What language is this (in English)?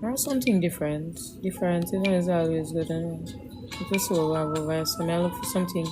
Jamaican Creole English